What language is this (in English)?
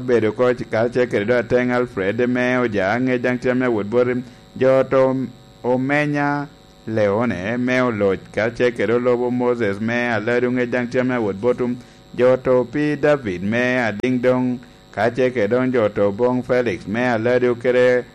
Lango (Uganda)